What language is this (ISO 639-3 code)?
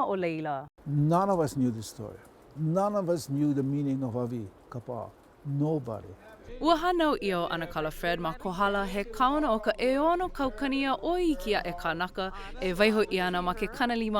haw